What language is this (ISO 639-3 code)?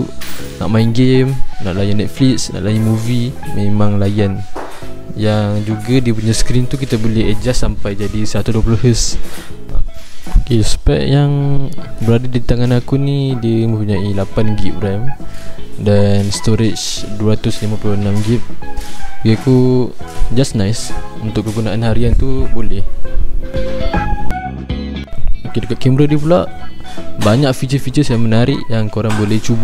msa